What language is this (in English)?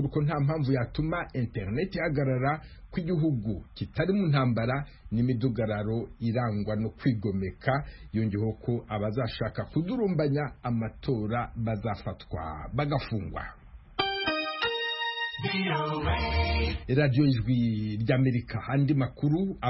Kinyarwanda